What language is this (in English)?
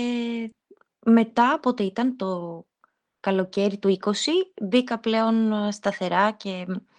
Greek